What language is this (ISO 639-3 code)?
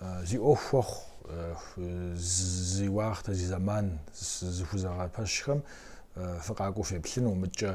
kbd